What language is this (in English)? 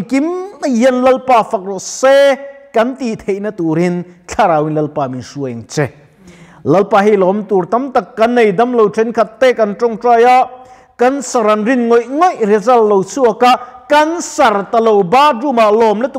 Mizo